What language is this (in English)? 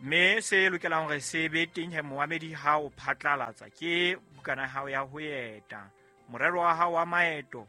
Southern Sotho